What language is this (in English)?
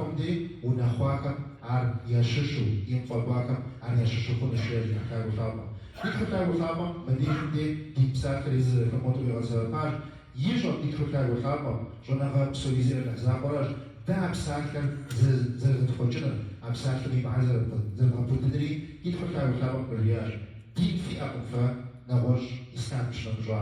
Kabardian